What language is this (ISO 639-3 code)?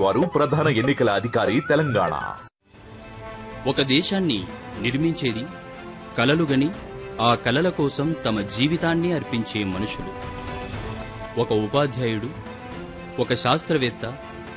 tel